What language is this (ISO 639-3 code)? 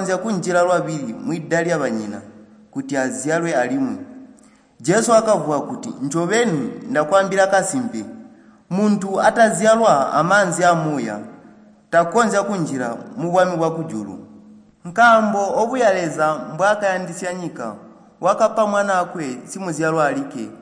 toi